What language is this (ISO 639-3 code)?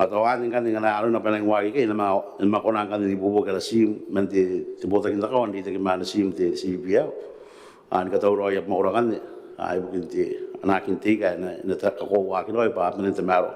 gil